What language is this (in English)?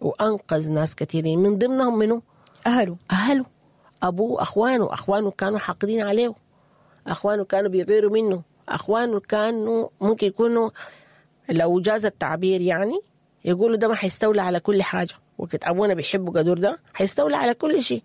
Sudanese Arabic